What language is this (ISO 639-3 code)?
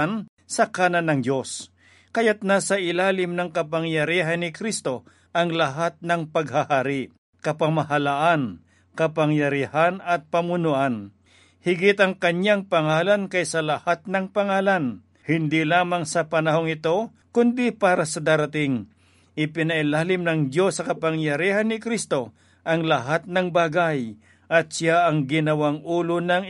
fil